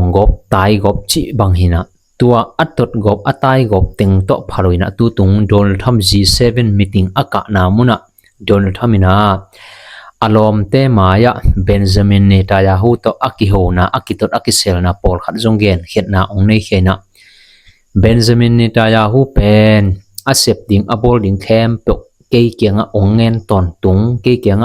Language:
Tedim Chin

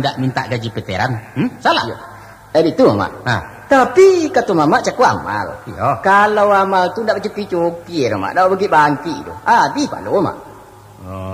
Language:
Minangkabau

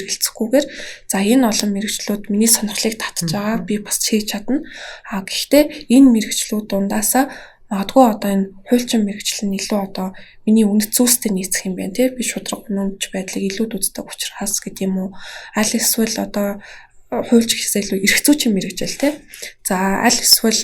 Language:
Mongolian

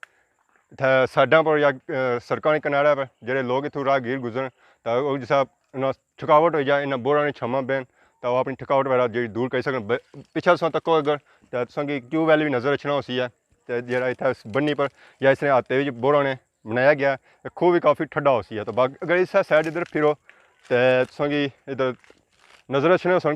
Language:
Pahari-Potwari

